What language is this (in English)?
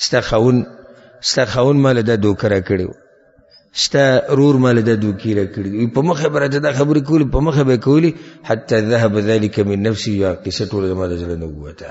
Pashto